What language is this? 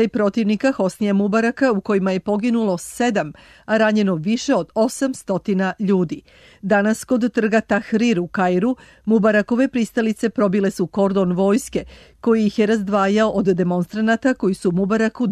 Serbian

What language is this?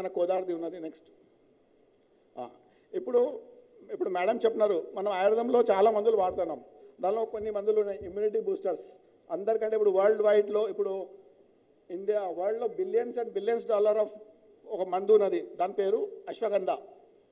Telugu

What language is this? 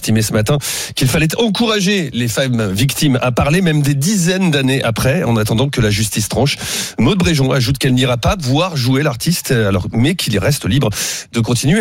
French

